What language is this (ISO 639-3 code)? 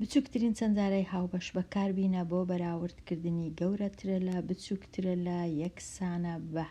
ckb